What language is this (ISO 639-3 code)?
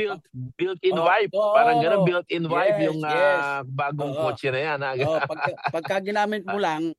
fil